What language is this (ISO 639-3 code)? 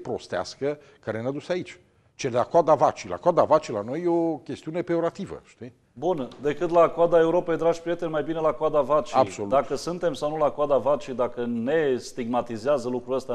ron